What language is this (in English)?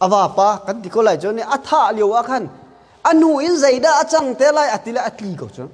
Hakha Chin